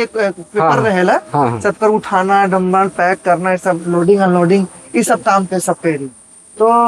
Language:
Sadri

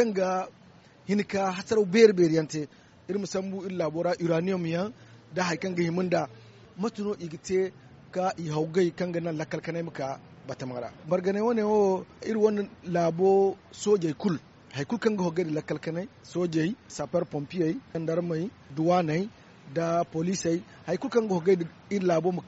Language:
Zarma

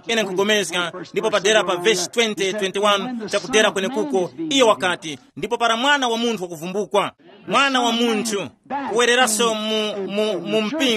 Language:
Tumbuka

